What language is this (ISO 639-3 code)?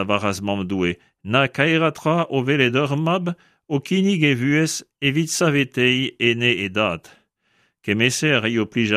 bre